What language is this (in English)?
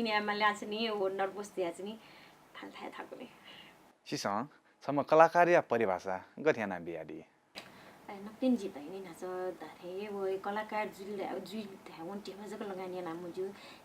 Newari